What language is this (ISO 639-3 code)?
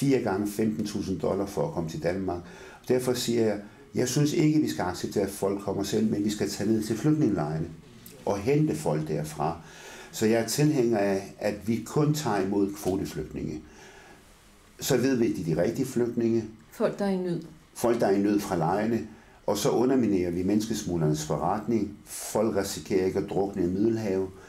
dan